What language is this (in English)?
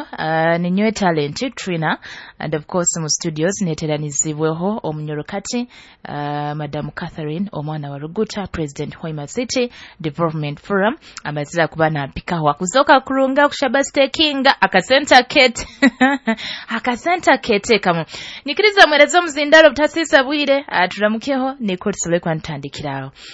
Nyoro